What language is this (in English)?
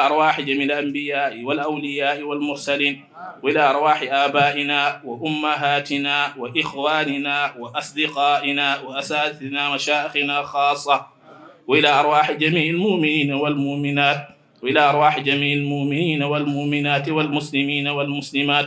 Fula